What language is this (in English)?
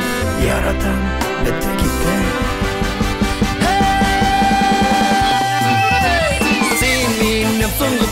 Kazakh